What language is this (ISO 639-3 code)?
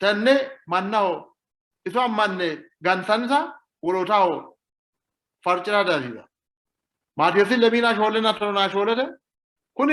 sid